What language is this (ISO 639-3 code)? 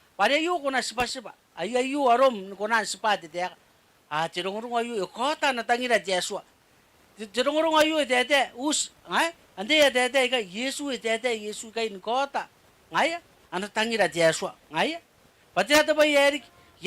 gil